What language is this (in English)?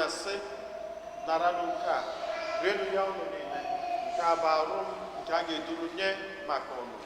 Igbo